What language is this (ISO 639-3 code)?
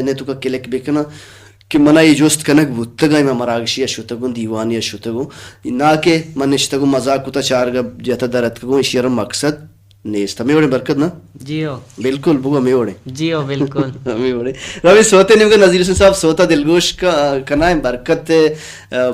bal